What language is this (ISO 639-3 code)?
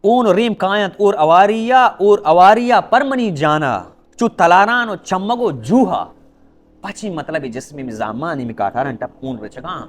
bal